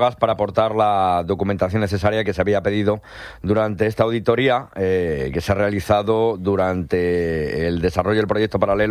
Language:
Spanish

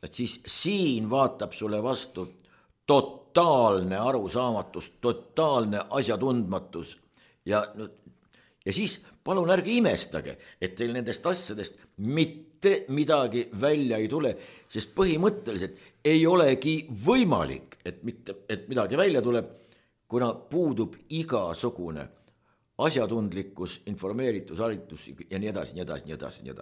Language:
Estonian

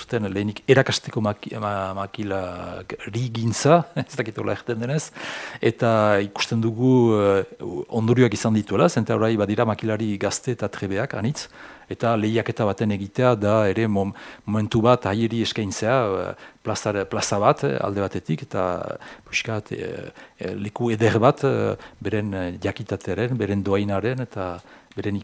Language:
Basque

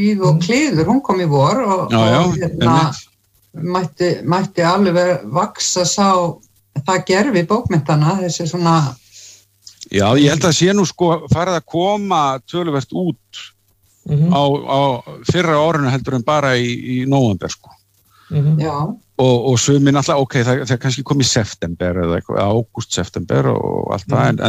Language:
Icelandic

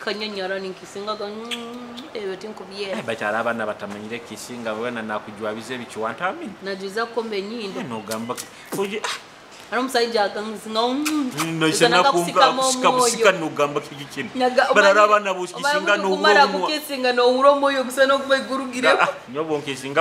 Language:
Nyoro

